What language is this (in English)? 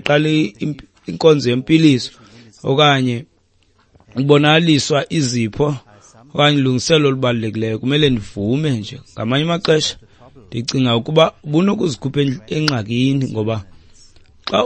Xhosa